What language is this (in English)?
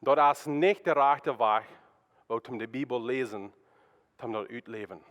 Plautdietsch